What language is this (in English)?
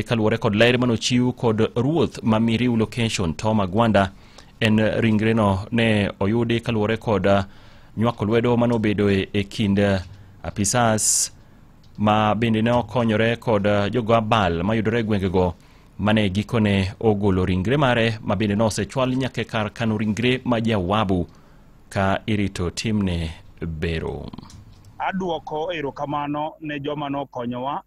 Luo (Kenya and Tanzania)